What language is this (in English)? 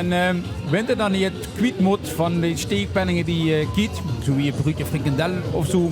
Limburgish